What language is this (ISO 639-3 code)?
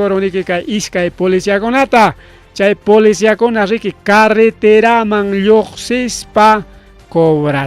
quy